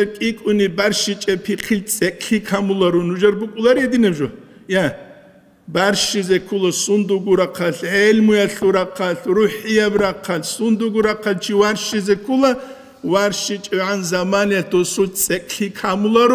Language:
Avaric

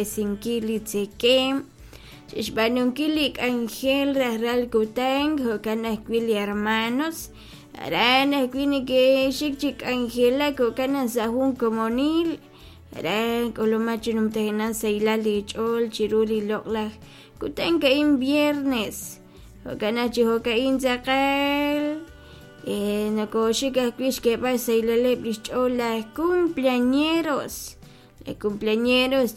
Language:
Kekchí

